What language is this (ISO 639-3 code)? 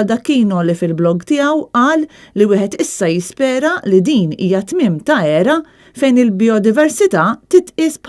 mlt